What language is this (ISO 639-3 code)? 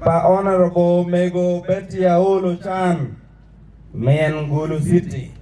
ach